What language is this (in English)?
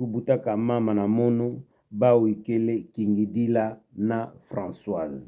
Kituba (Democratic Republic of Congo)